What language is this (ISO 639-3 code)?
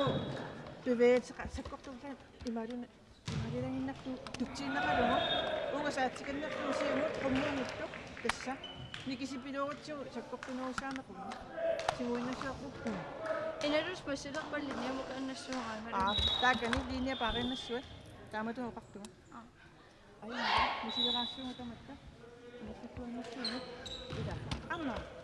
kal